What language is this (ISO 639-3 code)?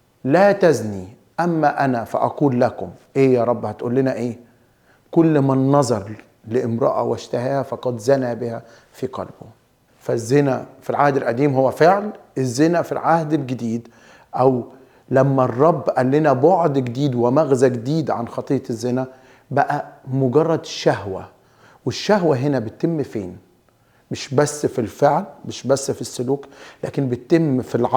arz